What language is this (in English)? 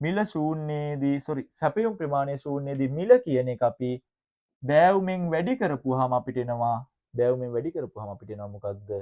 Sinhala